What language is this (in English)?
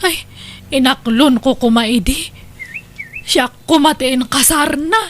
Iloko